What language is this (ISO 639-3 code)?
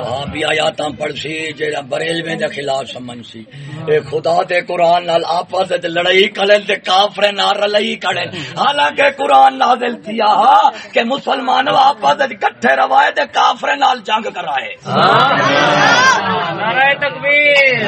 skr